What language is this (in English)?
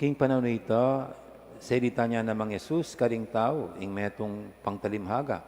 Pampanga